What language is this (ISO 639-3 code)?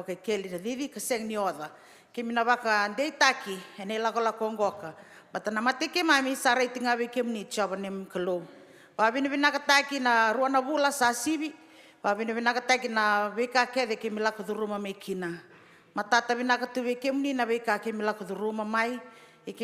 fij